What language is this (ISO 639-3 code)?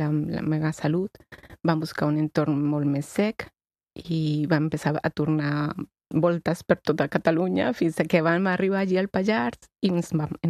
cat